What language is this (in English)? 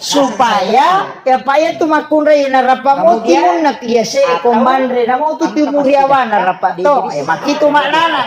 Buginese